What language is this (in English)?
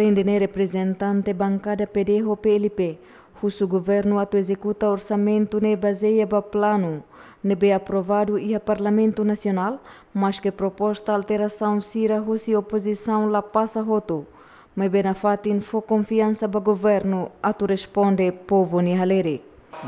Tetum